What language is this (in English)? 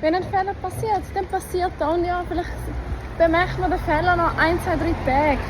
Swiss German